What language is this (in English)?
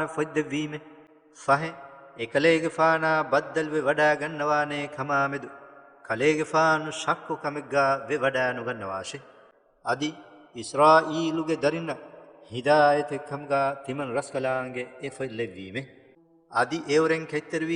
Divehi